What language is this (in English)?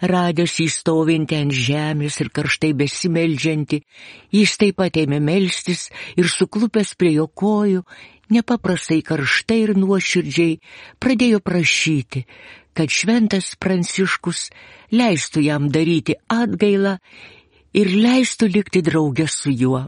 Lithuanian